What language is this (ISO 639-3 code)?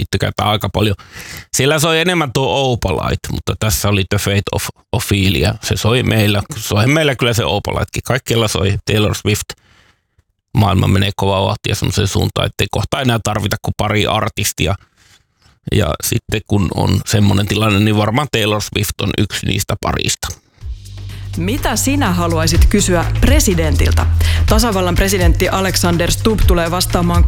fin